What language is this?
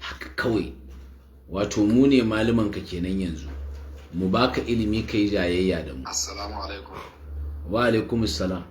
Hausa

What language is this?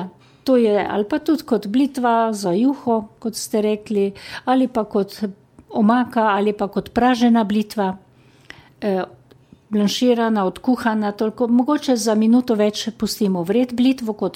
Slovenian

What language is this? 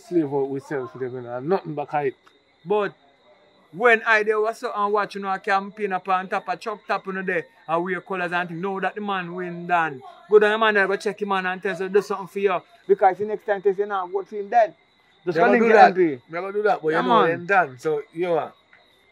Jamaican Creole English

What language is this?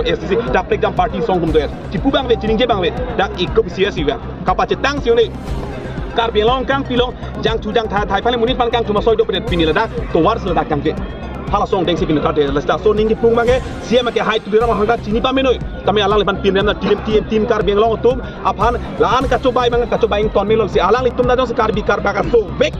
Karbi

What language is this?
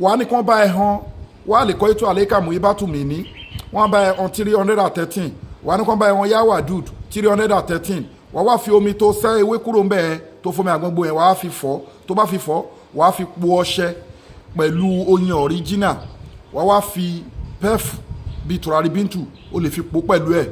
Yoruba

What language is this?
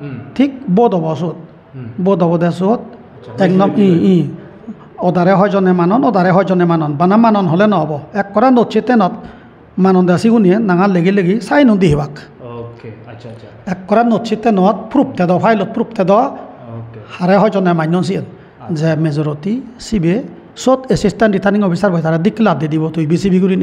Chakma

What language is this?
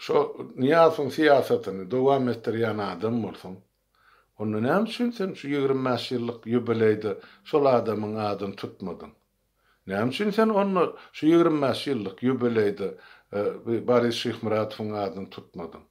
Turkmen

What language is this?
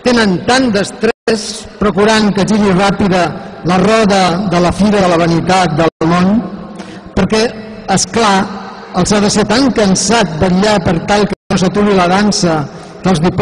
Catalan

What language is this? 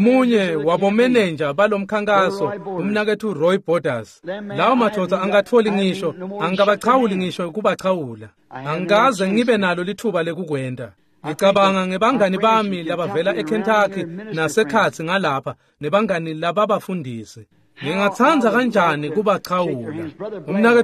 Swati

